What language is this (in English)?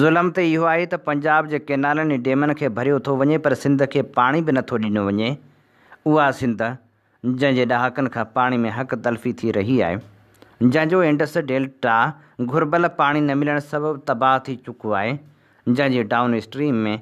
Sindhi